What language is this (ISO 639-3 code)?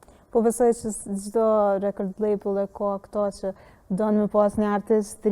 sqi